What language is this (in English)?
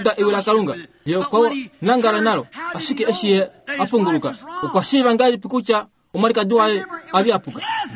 Kuanyama